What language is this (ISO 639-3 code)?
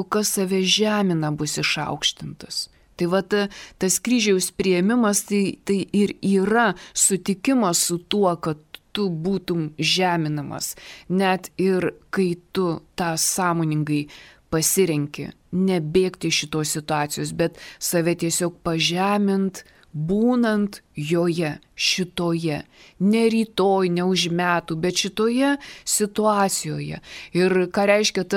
lit